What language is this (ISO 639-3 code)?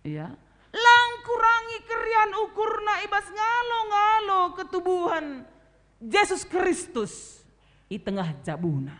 btx